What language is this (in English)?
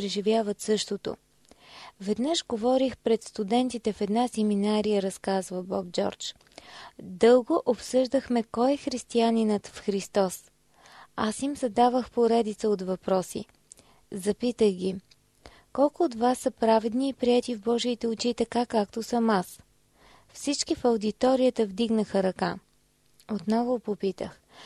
Bulgarian